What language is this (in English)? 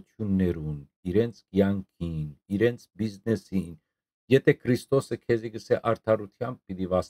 Western Armenian